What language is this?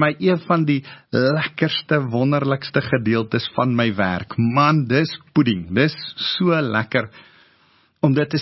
Afrikaans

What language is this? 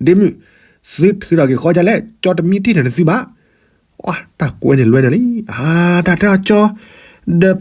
S'gaw Karen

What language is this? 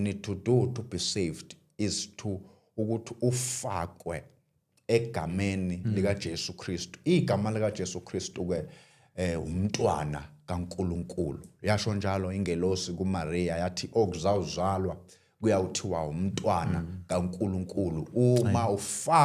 Zulu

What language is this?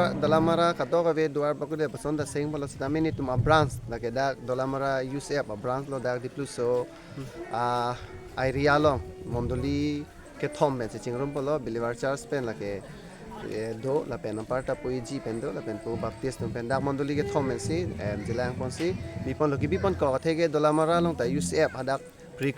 Karbi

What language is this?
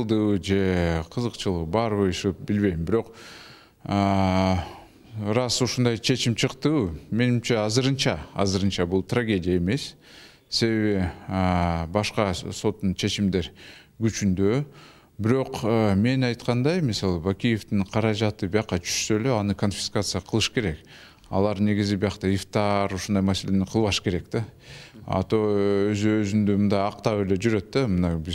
Kyrgyz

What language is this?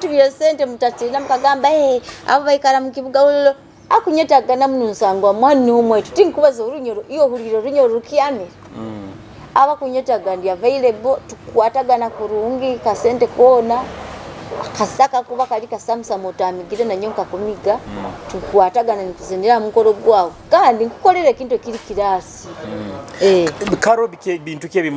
Nyoro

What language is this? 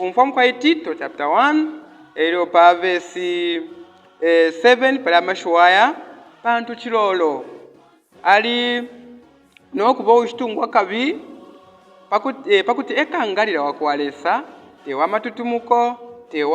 Bemba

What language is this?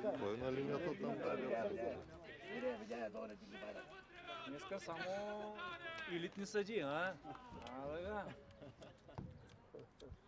Bulgarian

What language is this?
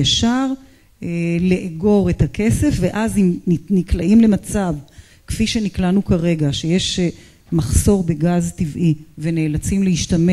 Hebrew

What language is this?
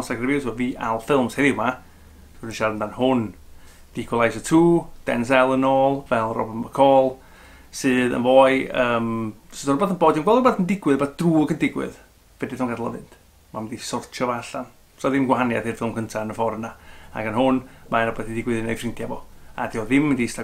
Welsh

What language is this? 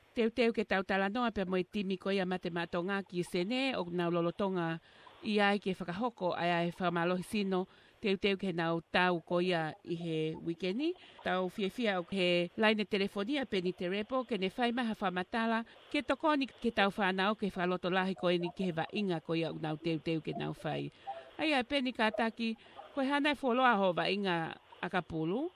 Tongan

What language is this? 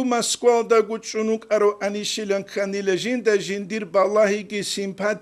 Avaric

